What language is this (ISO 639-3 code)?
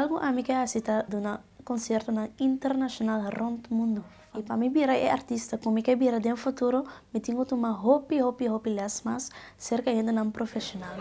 pap